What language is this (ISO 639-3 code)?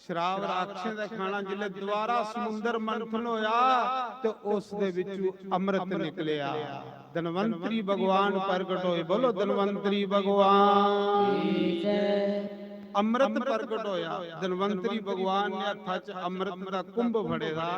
doi